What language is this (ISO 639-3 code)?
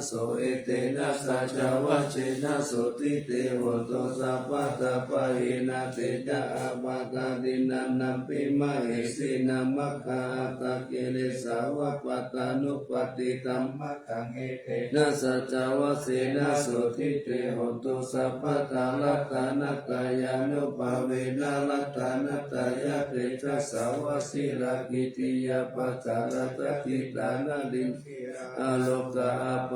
pli